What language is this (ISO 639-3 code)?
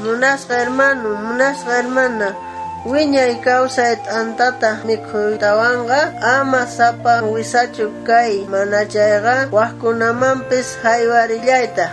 quh